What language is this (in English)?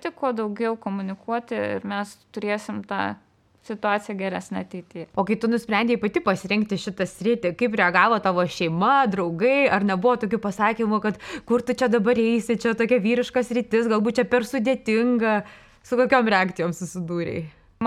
Lithuanian